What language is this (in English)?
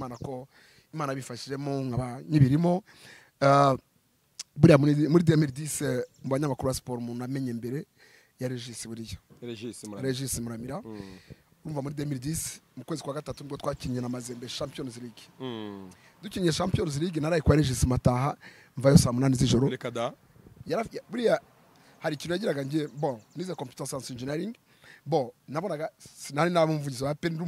Kinyarwanda